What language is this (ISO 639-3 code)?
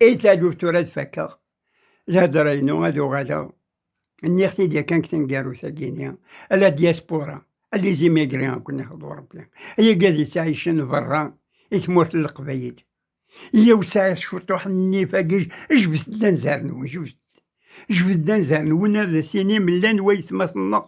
kab